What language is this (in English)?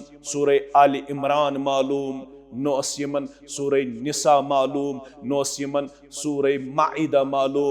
Kashmiri